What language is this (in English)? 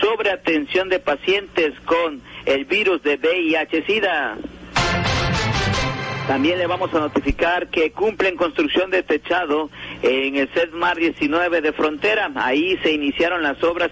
Spanish